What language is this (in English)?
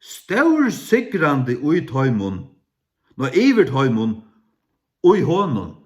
Faroese